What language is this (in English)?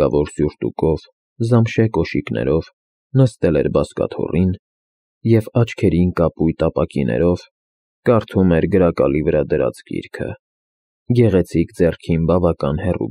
Armenian